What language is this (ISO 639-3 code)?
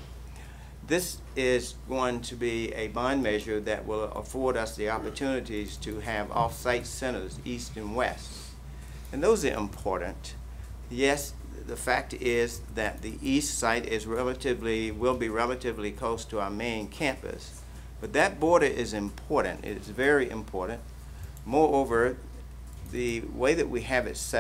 eng